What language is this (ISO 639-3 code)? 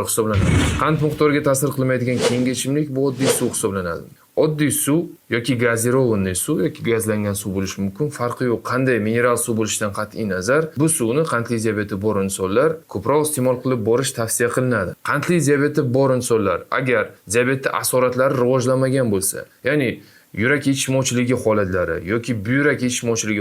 uzb